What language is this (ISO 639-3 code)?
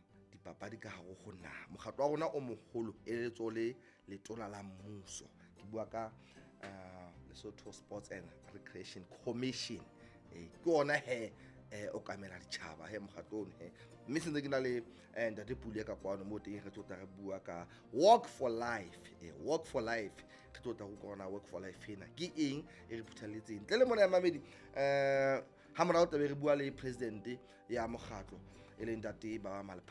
sot